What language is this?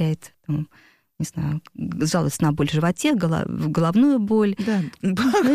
Russian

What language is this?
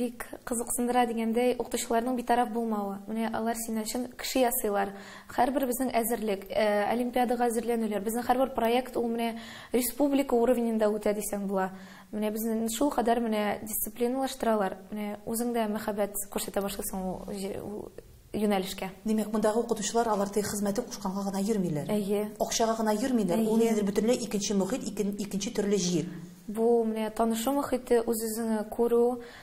Tatar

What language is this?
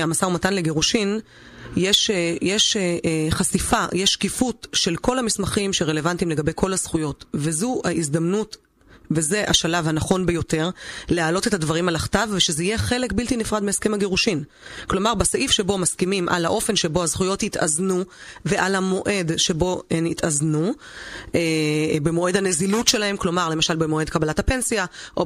Hebrew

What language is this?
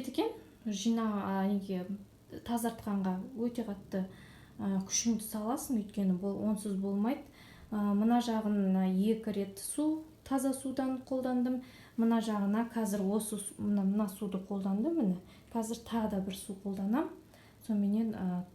Kazakh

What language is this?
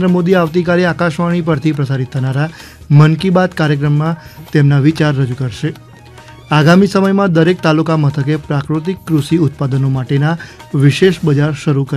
Gujarati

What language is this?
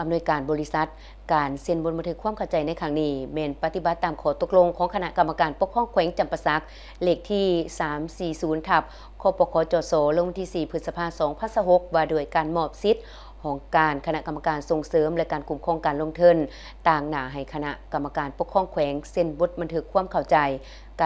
Lao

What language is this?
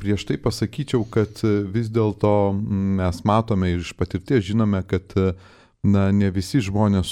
Lithuanian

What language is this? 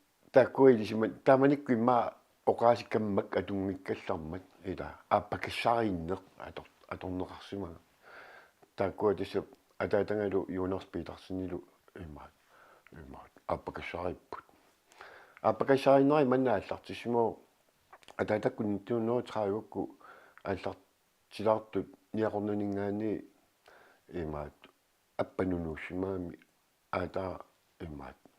Kalaallisut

